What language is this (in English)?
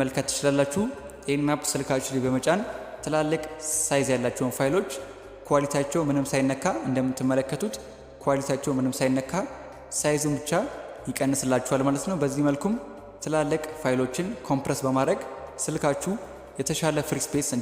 Amharic